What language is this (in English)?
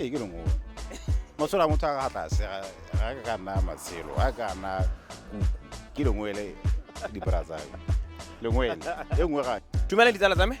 Tswana